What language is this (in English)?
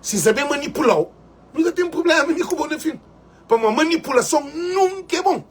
Kabuverdianu